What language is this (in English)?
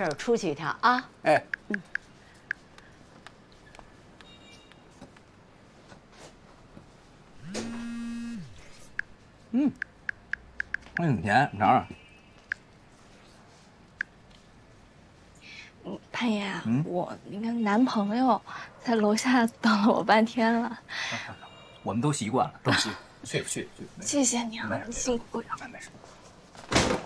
Chinese